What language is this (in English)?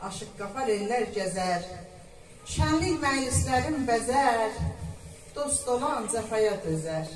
South Azerbaijani